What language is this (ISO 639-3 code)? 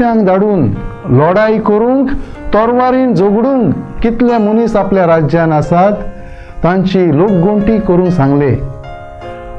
kok